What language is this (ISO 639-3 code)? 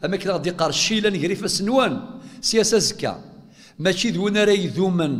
kab